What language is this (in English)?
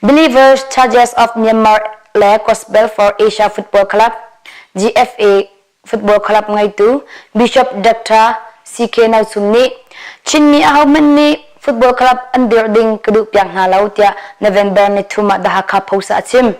Hakha Chin